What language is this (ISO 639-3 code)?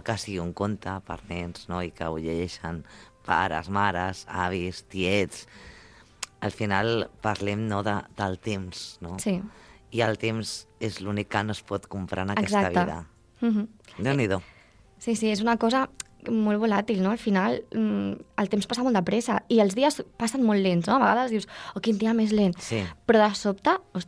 cat